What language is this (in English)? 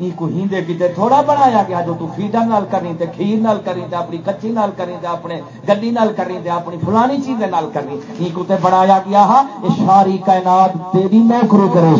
Saraiki